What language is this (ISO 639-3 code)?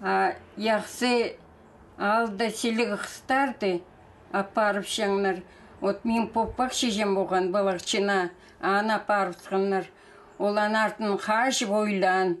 kjh